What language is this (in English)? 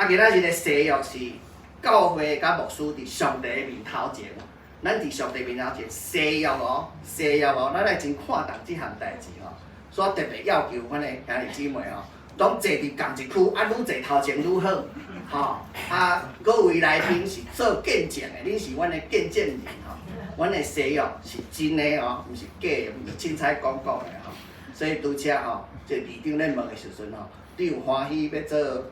Min Nan Chinese